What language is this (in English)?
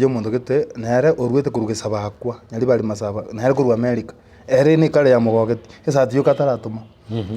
Gusii